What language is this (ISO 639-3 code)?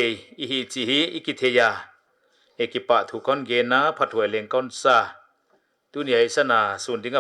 pck